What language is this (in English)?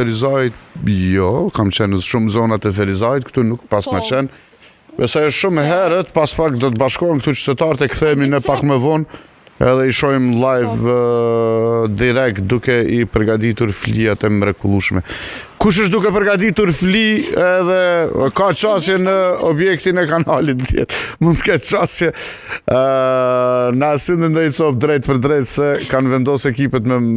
Albanian